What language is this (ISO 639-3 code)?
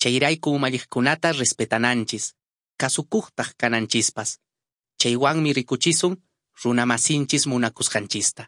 que